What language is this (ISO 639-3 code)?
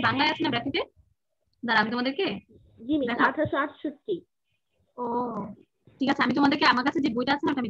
ben